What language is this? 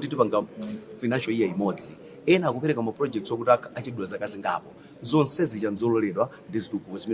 Nyanja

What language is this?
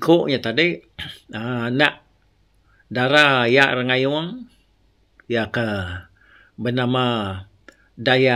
Iban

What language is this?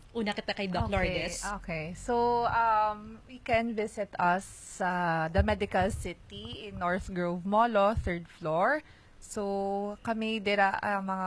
Hiligaynon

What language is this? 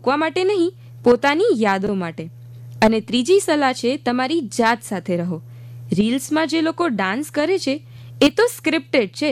Gujarati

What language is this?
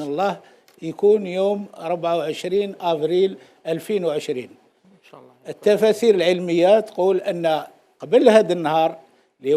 Algerian Arabic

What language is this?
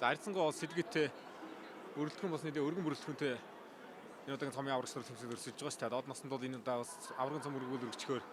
Mongolian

